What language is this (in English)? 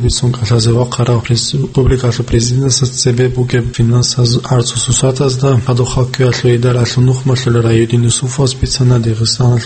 Avaric